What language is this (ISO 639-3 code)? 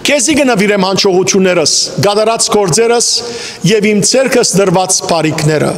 hyw